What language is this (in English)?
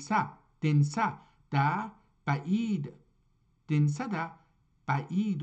South Azerbaijani